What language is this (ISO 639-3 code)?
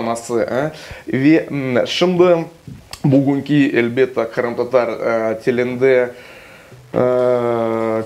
crh